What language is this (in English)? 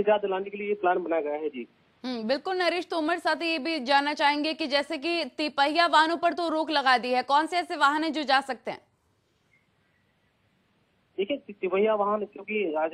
Hindi